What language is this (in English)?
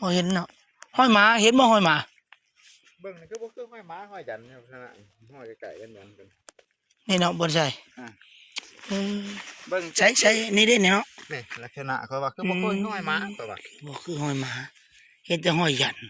Lao